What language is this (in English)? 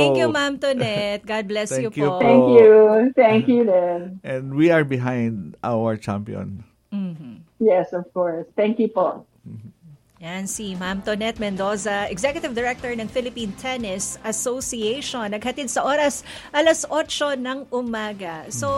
Filipino